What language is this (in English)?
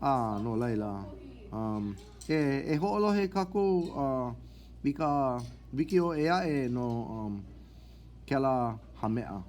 Hawaiian